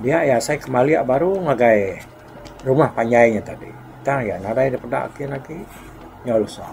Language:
Iban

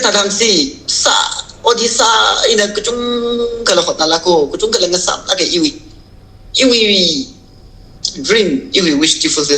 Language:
Tangkhul Naga (India)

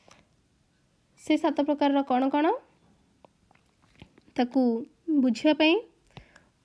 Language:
Odia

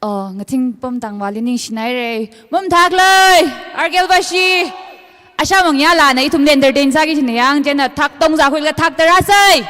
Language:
Tangkhul Naga (India)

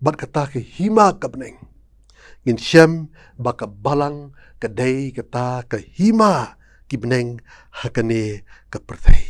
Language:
Khasi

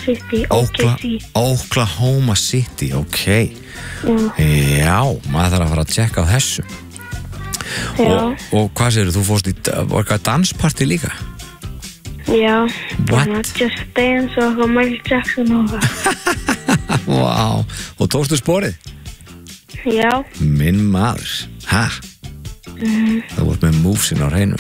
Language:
Icelandic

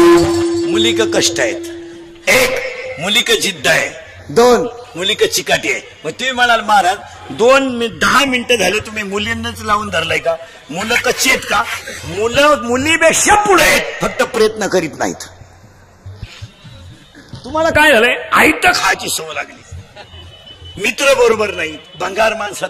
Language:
Marathi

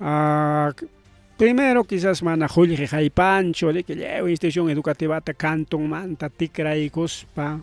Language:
Ayacucho Quechua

